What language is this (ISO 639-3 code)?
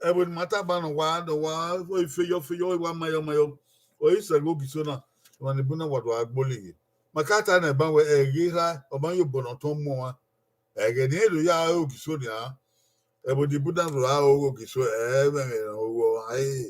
bin